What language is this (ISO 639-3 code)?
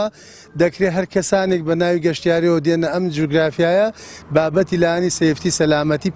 ckb